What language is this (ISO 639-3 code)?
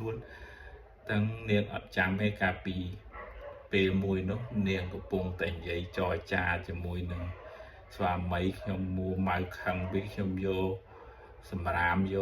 khm